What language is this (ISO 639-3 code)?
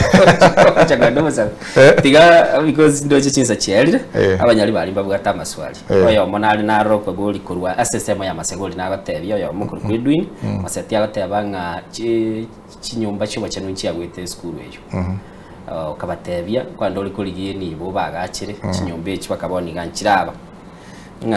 guz